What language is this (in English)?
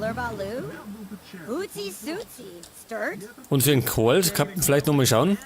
Bavarian